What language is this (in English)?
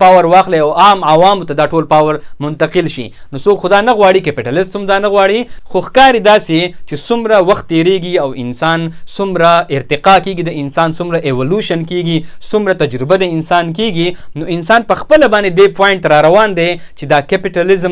Pashto